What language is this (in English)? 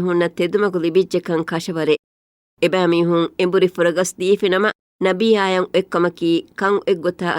Divehi